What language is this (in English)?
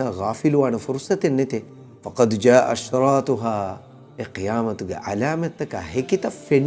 Divehi